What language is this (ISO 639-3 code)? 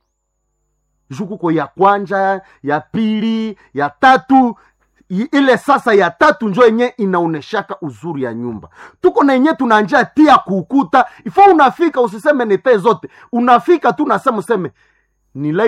swa